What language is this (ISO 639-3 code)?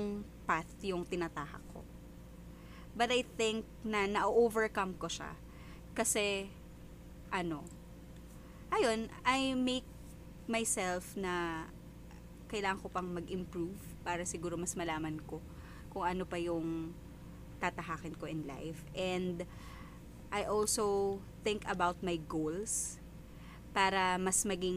fil